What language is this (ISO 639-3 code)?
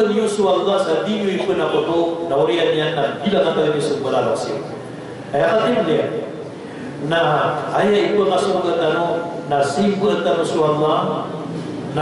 mrw